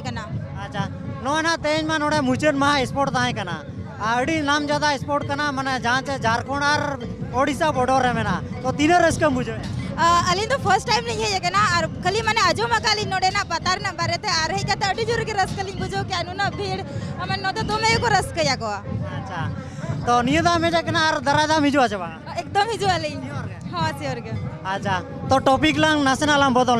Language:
Santali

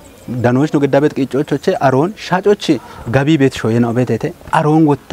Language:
Kafa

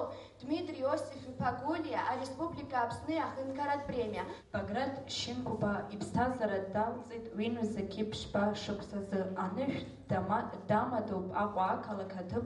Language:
Abkhazian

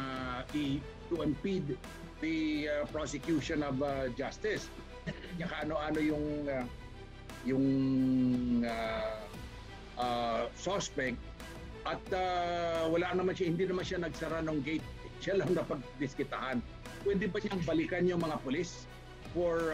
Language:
Filipino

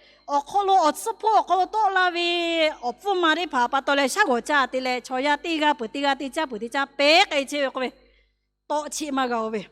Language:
Lahu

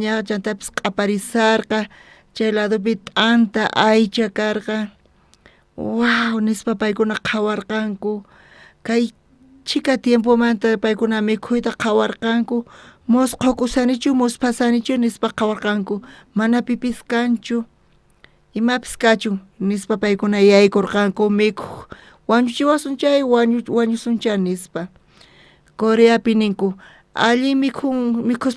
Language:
South Bolivian Quechua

